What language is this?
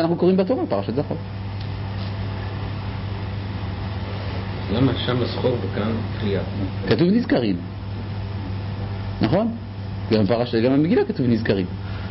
Hebrew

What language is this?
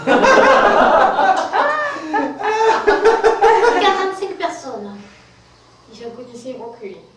French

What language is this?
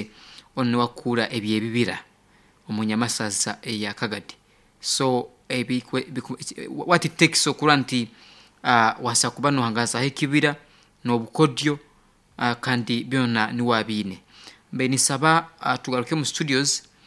Nyoro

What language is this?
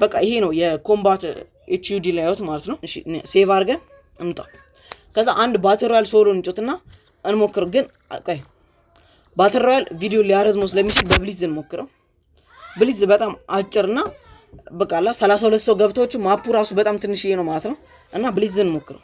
Amharic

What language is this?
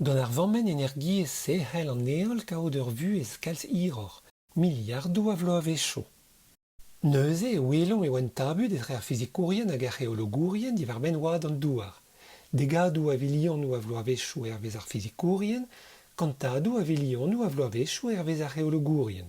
Breton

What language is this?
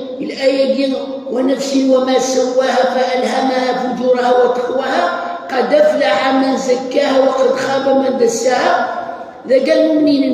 Kabyle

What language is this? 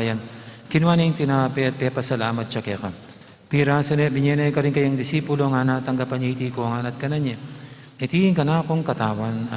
Pampanga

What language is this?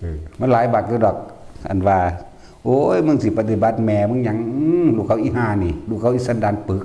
Northeastern Thai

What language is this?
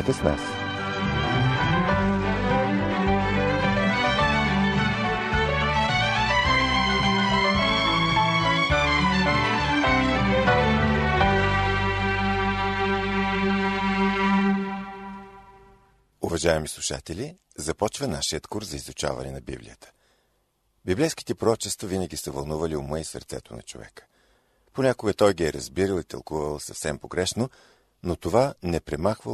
Bulgarian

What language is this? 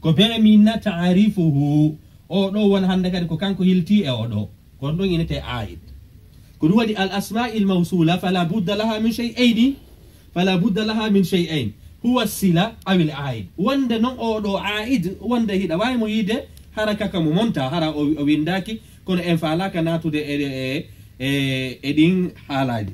Pular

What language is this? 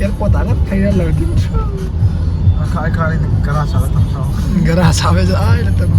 Mizo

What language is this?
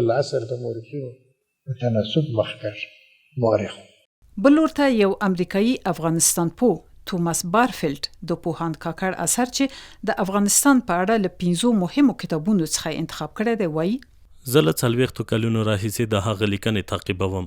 Pashto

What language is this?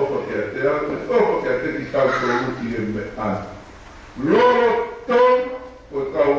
Tongan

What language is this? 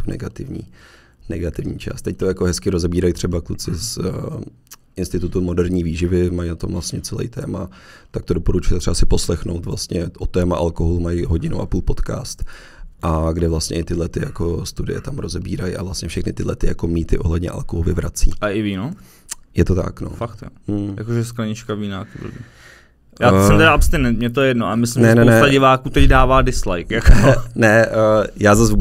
Czech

